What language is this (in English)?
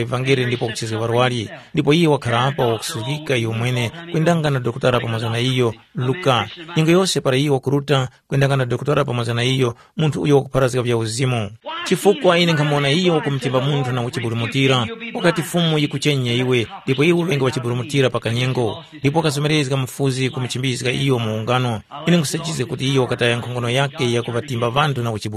Tumbuka